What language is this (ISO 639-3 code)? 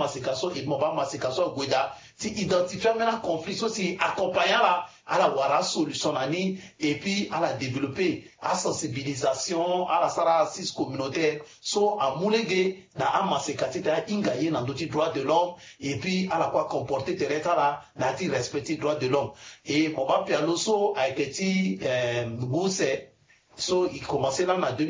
sag